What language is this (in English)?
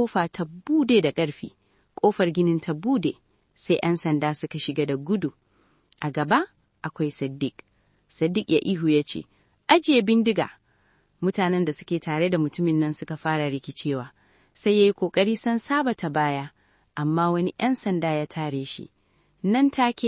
Hausa